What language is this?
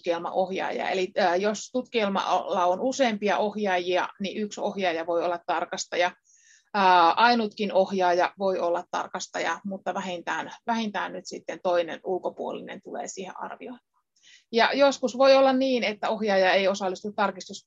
Finnish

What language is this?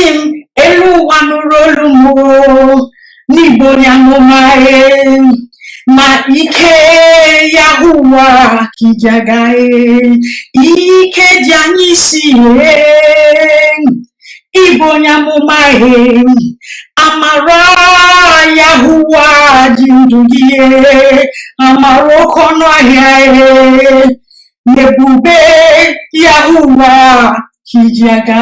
Igbo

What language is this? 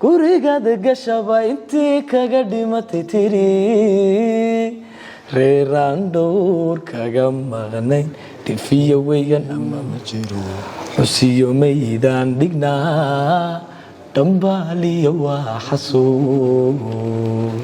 Somali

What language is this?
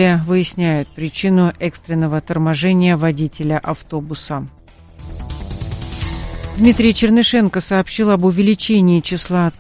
Russian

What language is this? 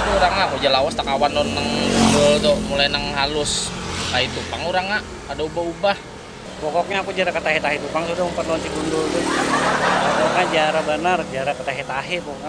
Banjar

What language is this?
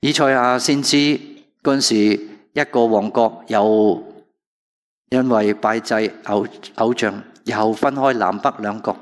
Cantonese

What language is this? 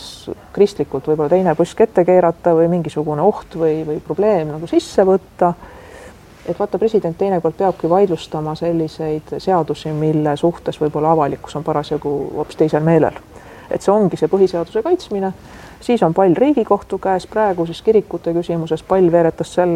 Estonian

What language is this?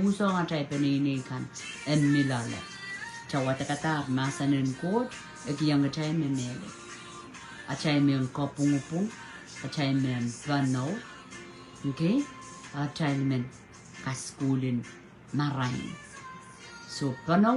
Pohnpeian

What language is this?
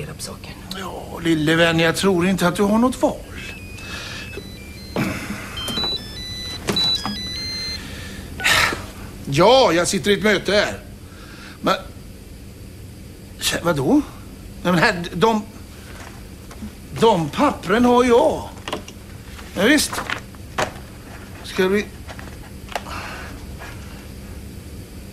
Swedish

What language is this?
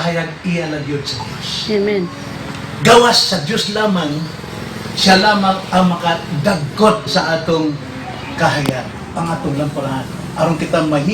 Cebuano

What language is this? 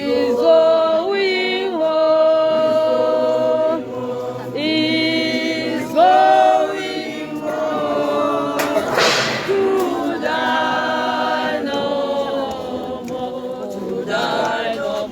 Tswana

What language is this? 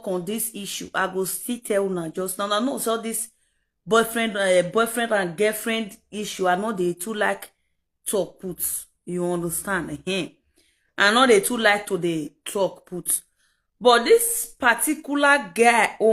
Nigerian Pidgin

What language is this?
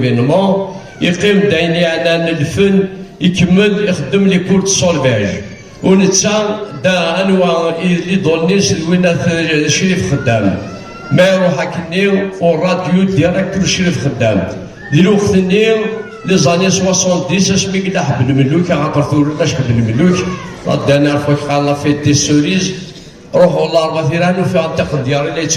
Kabyle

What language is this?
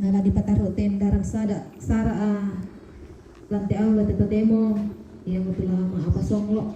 Toraja-Sa'dan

